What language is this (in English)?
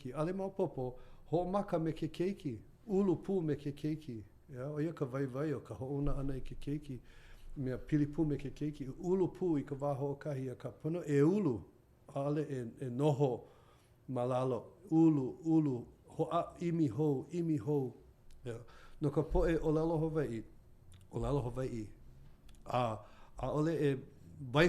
Hawaiian